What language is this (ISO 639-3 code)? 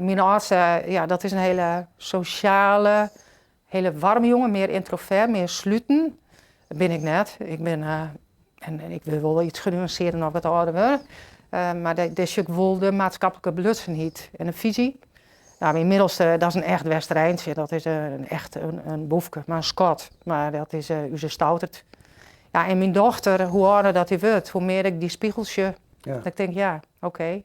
fry